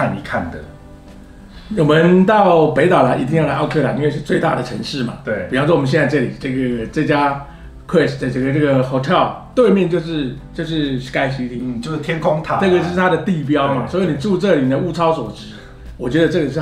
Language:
Chinese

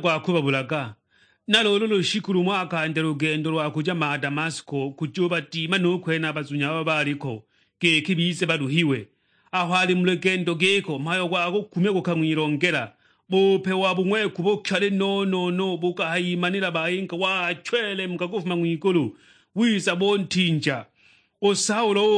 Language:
Sukuma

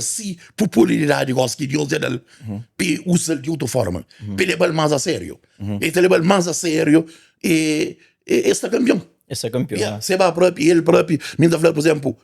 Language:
Kabuverdianu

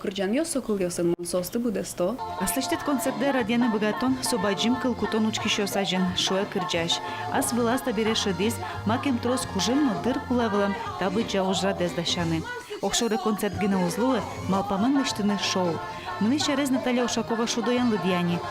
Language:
Udmurt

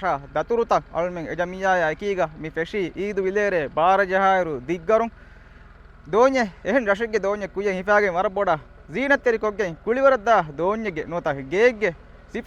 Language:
Divehi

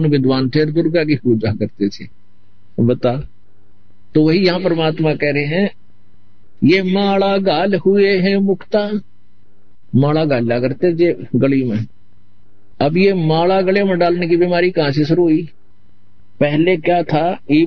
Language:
Hindi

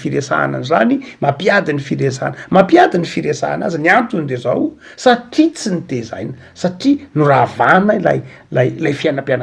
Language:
Malagasy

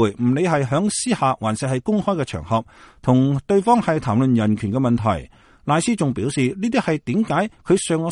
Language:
Cantonese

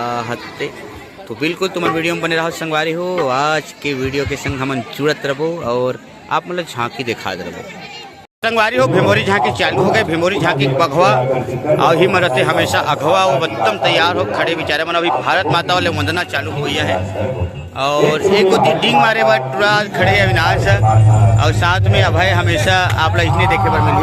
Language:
Chhattisgarhi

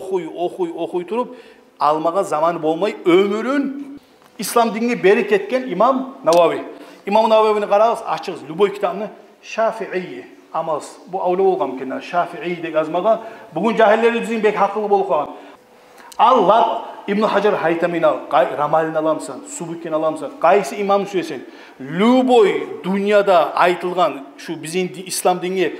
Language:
Kumyk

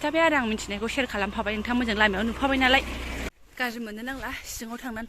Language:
Bodo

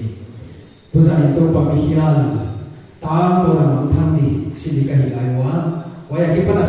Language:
Paite Chin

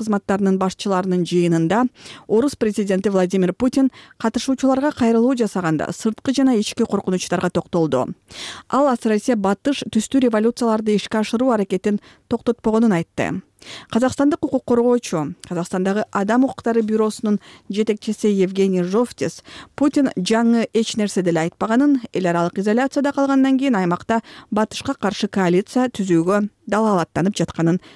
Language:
Kyrgyz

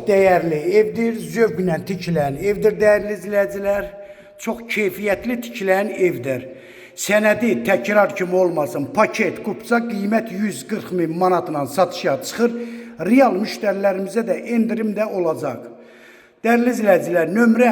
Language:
Azerbaijani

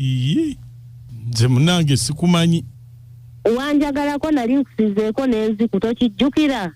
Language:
Ganda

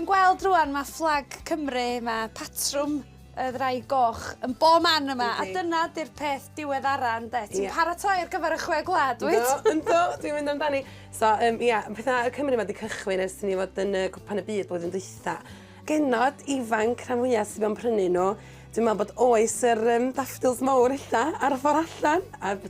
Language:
Welsh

